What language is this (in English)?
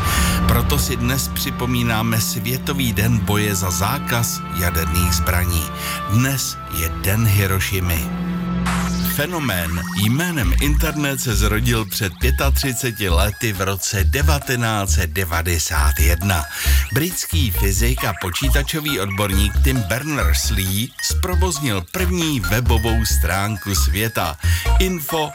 Czech